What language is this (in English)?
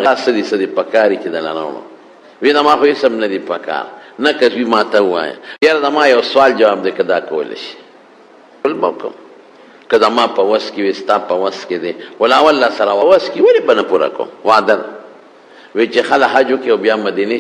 Pashto